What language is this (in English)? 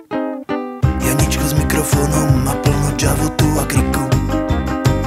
Slovak